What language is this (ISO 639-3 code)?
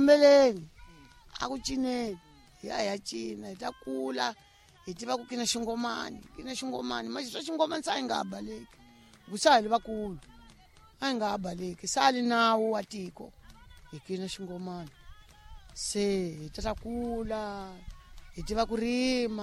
tso